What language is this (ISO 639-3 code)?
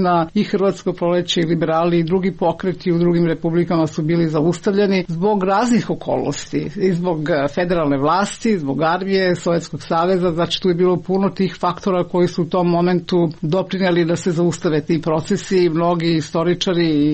srp